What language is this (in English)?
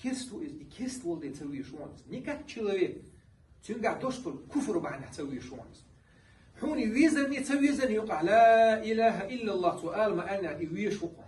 Chechen